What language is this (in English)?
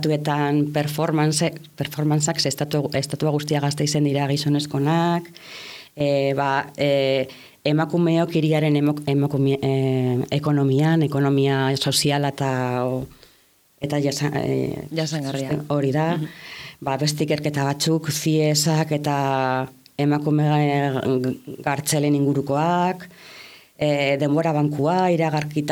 Basque